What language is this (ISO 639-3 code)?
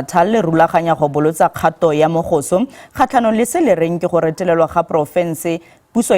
tsn